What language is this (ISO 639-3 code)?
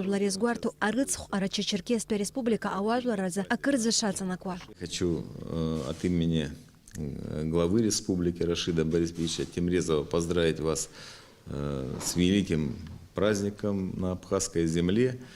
abk